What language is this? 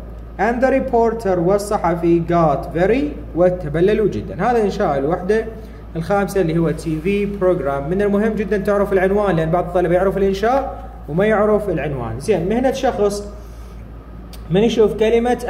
Arabic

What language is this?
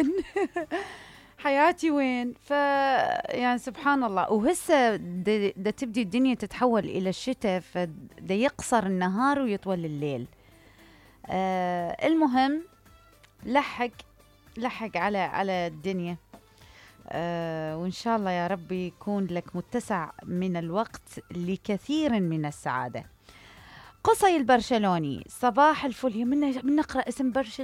Mesopotamian Arabic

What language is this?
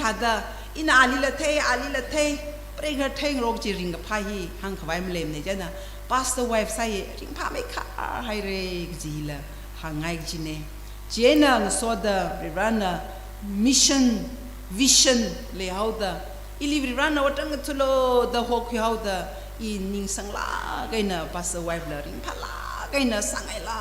Tangkhul Naga (India)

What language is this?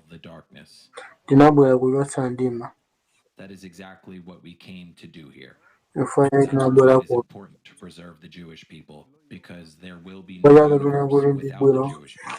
Nyanja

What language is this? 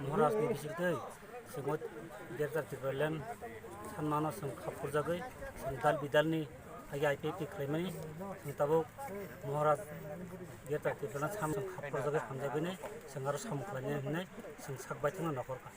Kok Borok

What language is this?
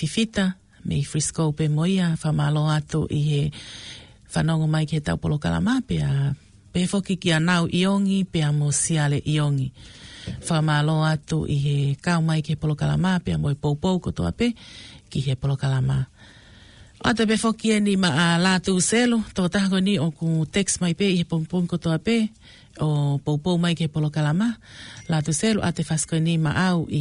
Tongan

